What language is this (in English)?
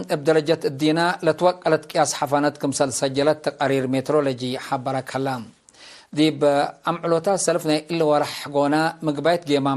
Tigre